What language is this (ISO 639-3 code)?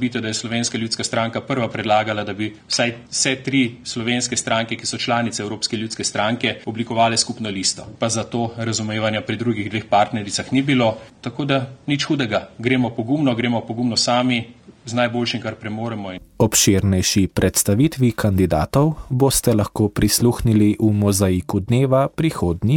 slv